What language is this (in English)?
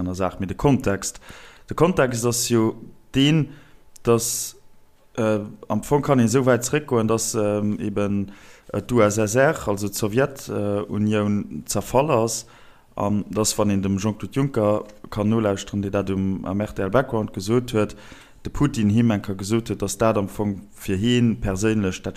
Luxembourgish